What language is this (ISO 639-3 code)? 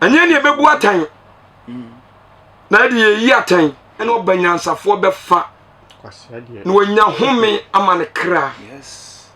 aka